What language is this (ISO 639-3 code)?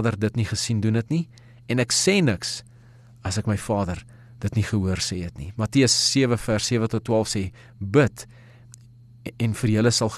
afr